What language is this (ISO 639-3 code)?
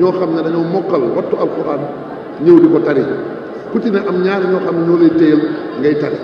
wol